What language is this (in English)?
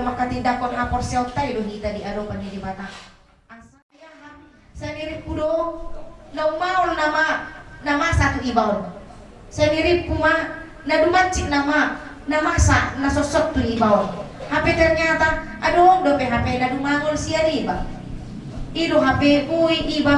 Batak Toba